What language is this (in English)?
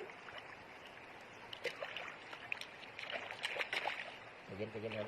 Lao